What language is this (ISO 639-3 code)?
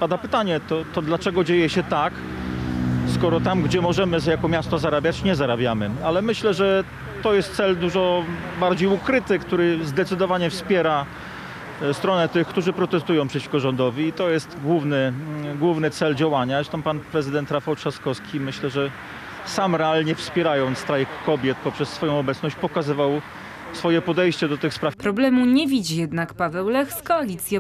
pol